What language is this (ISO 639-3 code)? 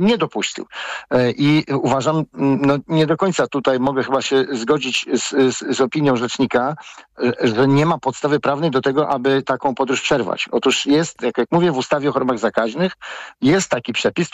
pol